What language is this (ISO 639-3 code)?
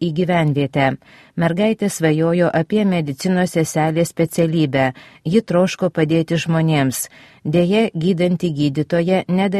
lit